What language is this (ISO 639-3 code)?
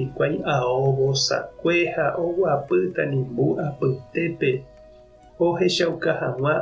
grn